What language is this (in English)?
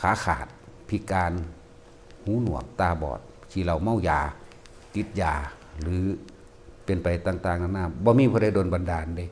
Northeastern Thai